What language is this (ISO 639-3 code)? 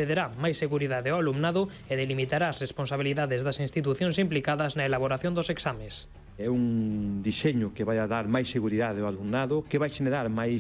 glg